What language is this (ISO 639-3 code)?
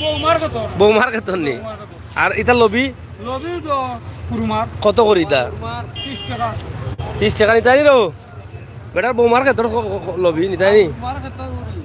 syl